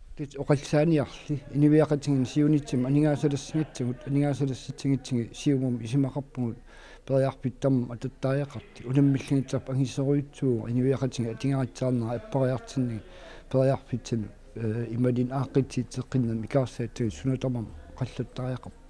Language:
Kalaallisut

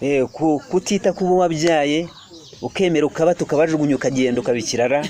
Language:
Kinyarwanda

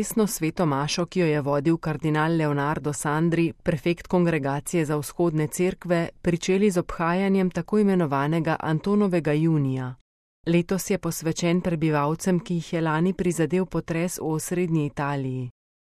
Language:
Slovenian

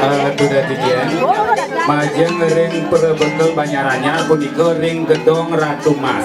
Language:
Balinese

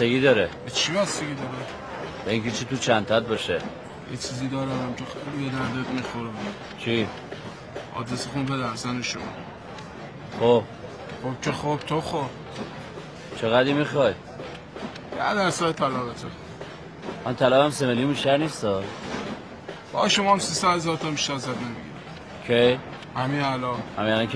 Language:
Persian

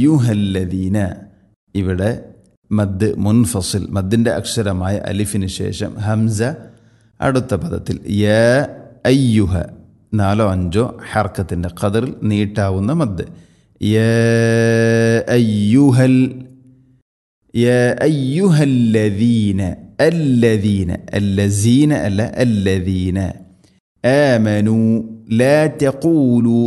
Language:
Malayalam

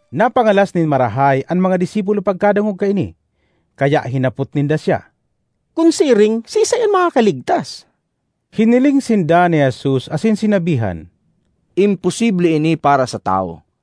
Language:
Bikol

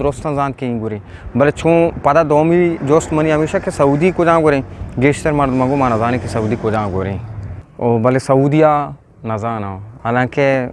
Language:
Eastern Balochi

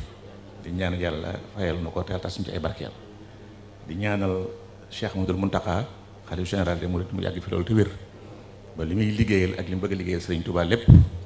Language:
Wolof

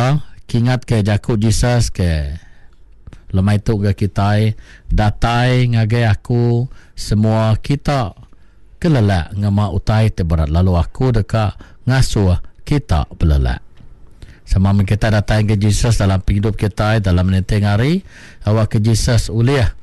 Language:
Iban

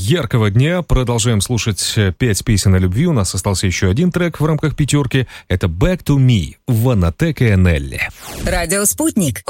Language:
Russian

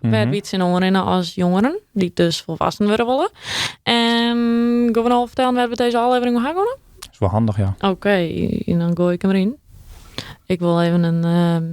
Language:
Western Frisian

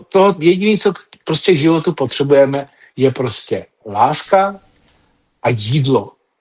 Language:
Czech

